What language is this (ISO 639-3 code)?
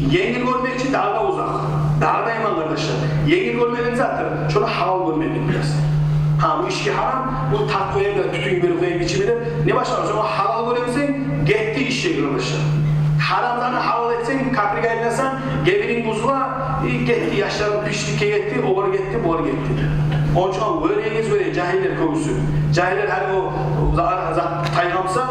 kum